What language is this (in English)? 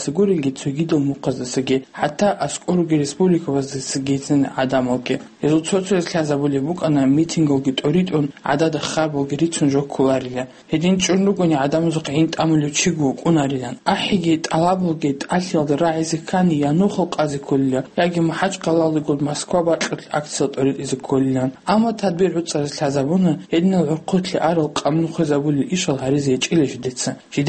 Avaric